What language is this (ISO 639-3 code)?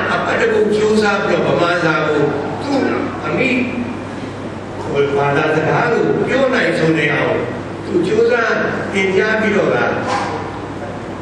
mya